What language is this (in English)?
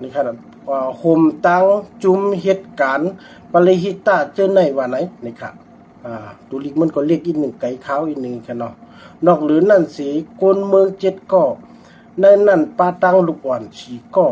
Shan